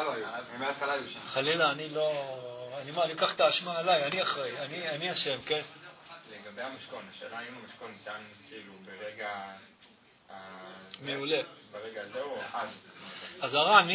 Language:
Hebrew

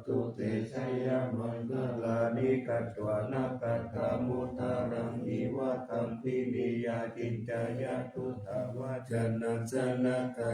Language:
Pali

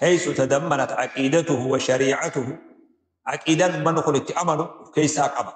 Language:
Oromo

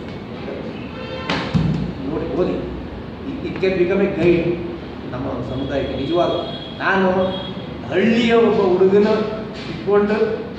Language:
Kannada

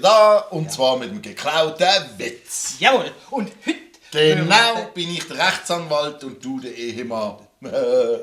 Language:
Swiss German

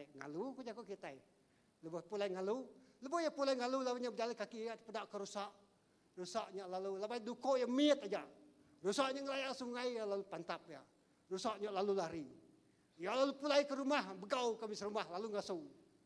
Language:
Iban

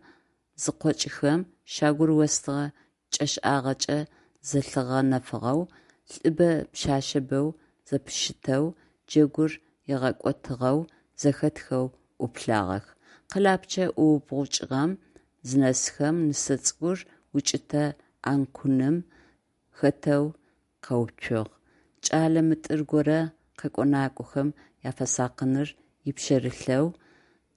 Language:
Adyghe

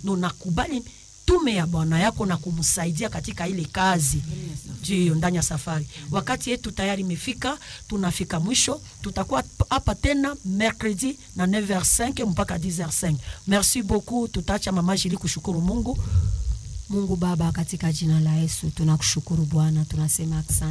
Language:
Swahili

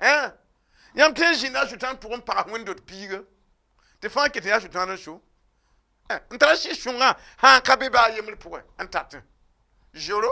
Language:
Mossi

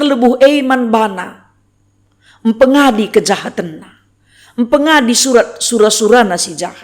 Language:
Batak Karo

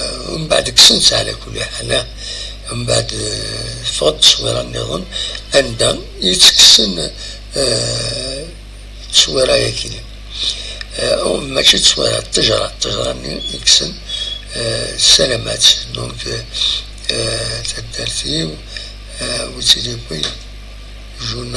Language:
Kabyle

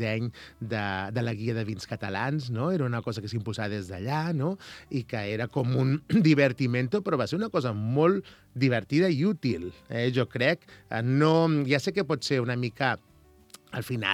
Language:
Catalan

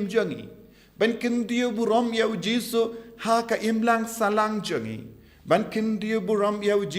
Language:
Khasi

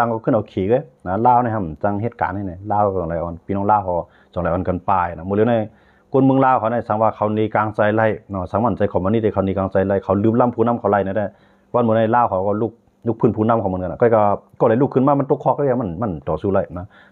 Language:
Shan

